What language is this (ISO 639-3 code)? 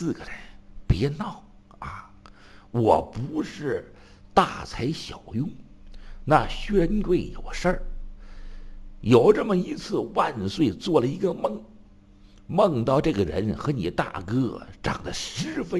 zho